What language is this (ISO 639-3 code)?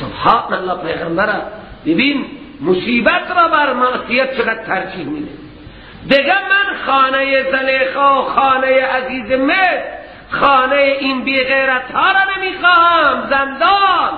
fas